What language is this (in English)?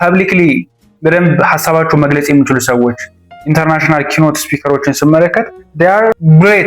Amharic